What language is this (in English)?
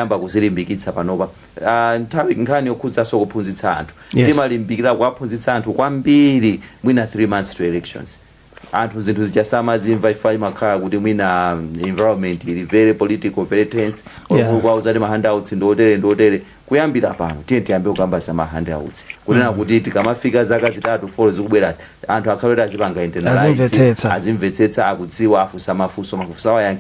Nyanja